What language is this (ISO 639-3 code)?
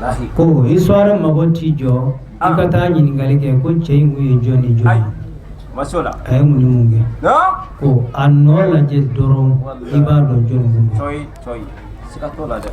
bam